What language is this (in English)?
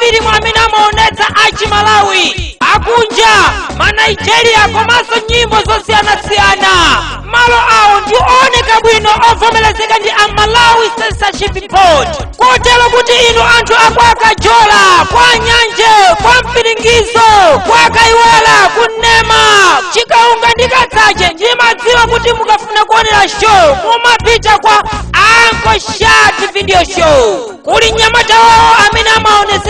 Nyanja